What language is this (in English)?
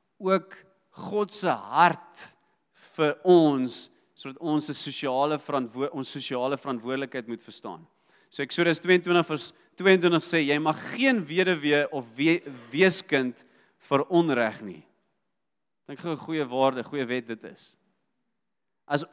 Afrikaans